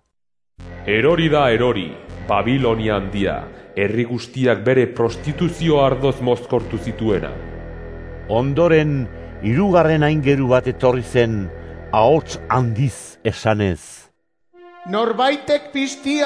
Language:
Basque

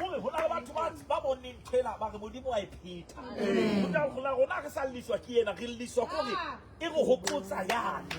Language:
Southern Sotho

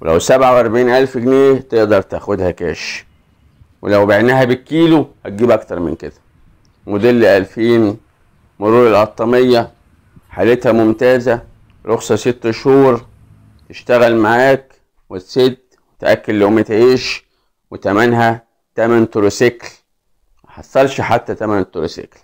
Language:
Egyptian Arabic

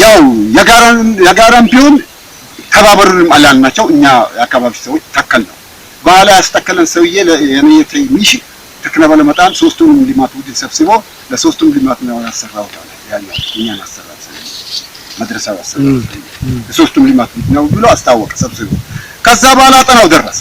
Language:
Amharic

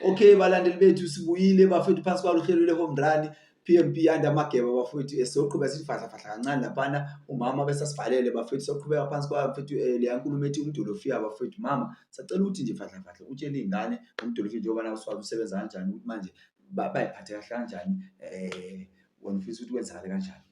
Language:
Zulu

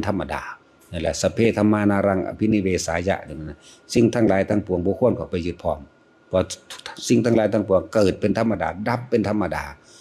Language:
Northeastern Thai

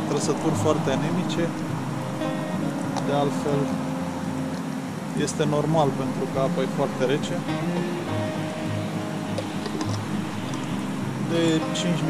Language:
Romanian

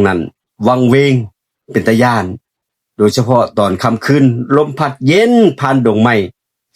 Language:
Northeastern Thai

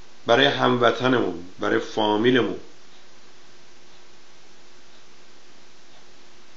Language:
Persian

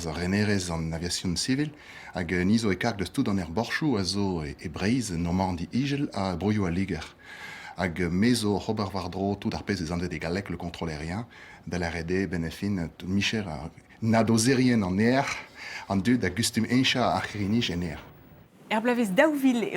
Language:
Breton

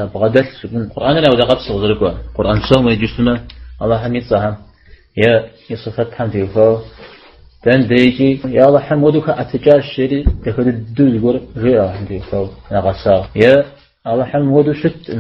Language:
Kabardian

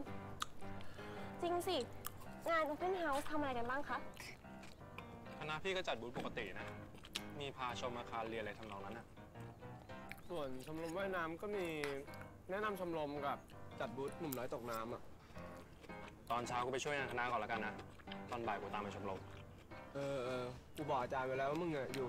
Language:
Thai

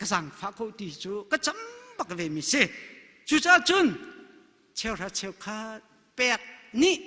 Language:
Hakha Chin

